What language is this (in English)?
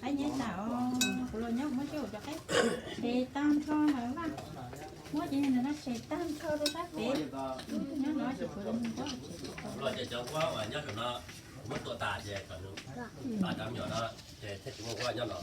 Hmong